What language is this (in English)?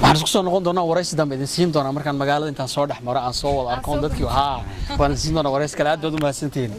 Somali